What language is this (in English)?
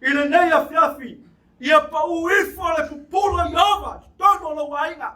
Samoan